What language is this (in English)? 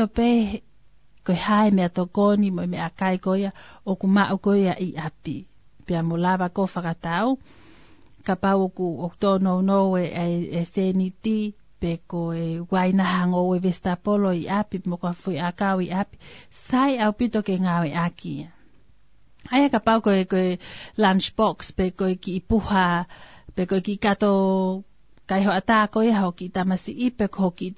Tongan